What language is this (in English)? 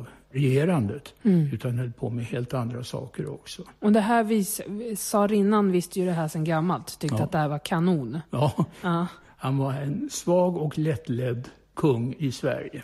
Swedish